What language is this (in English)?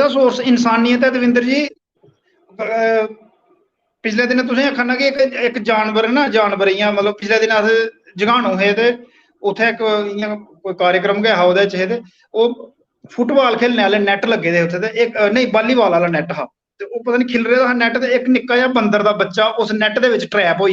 Dogri